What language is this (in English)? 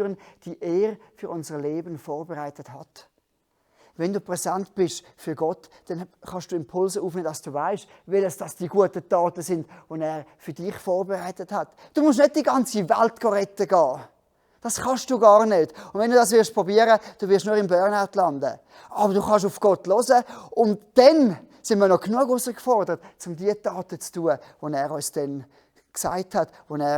Swiss German